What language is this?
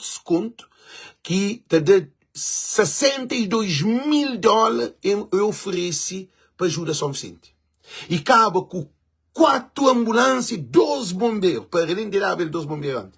Kabuverdianu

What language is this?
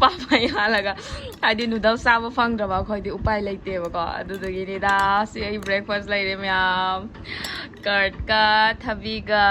Manipuri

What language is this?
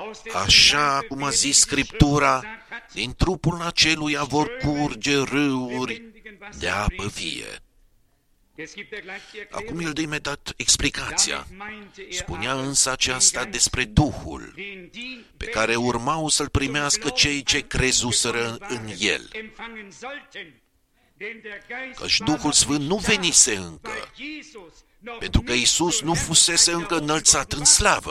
Romanian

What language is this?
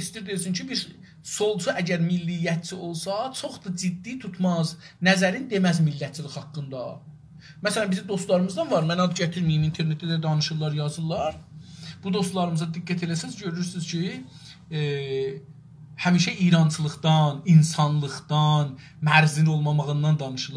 South Azerbaijani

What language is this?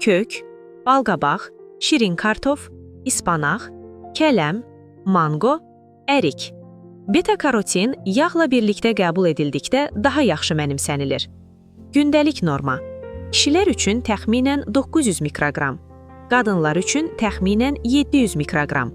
Azerbaijani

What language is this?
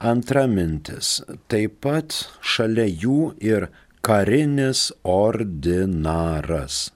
Lithuanian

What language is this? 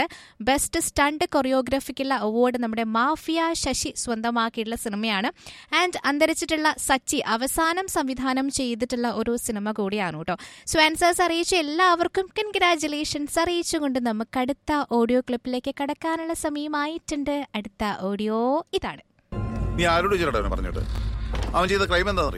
Malayalam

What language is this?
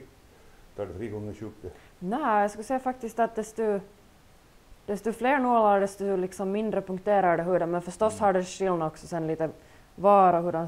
Swedish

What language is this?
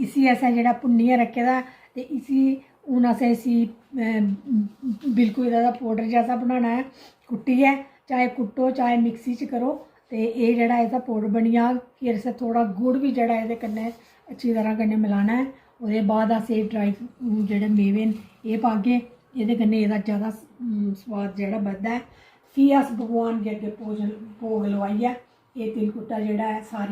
Dogri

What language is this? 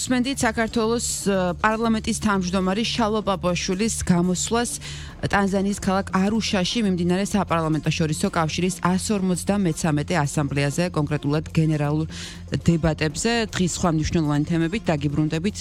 Georgian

